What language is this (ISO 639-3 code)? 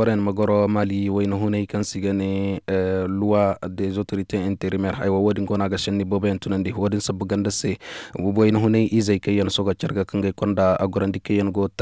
ses